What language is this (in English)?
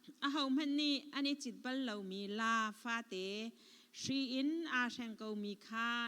Hakha Chin